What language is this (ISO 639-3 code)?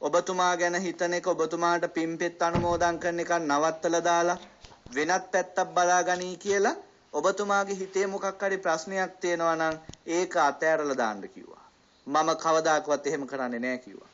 sin